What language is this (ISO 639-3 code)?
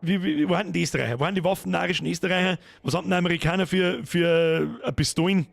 bar